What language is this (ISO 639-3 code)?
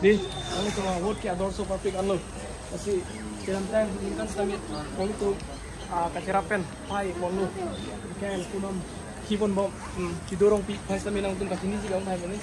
mjw